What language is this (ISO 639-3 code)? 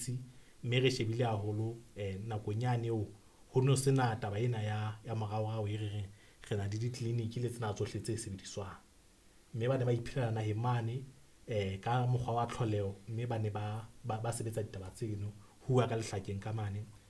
sot